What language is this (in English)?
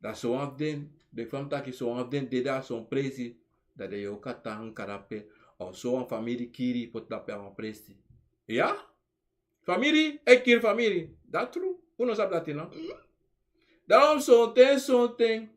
Sranan Tongo